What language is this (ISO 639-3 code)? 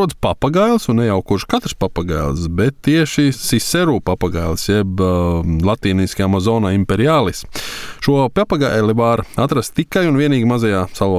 lav